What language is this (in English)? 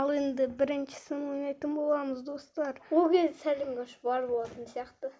Kazakh